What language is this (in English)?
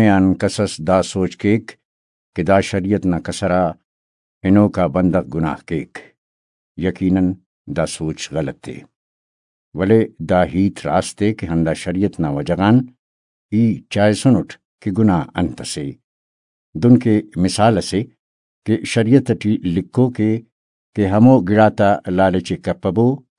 Brahui